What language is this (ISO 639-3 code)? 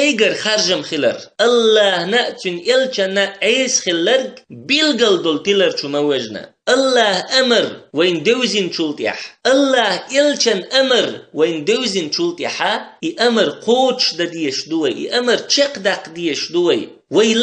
che